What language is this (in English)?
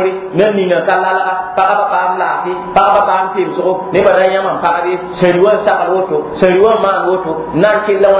Mossi